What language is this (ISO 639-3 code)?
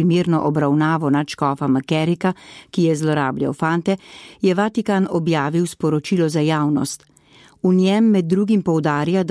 slv